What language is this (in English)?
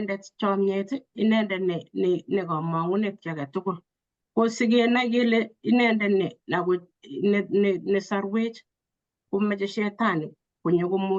Kalenjin